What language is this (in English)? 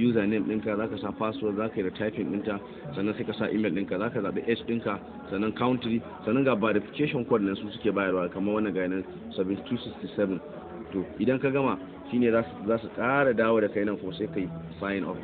Hausa